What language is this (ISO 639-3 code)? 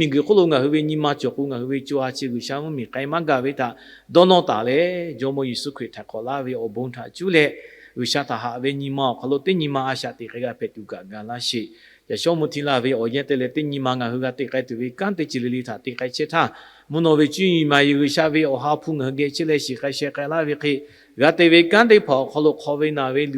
lhu